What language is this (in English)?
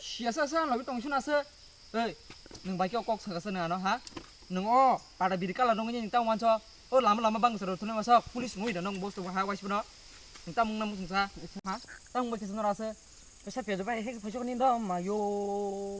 Kok Borok